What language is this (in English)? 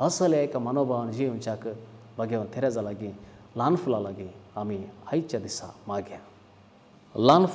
Konkani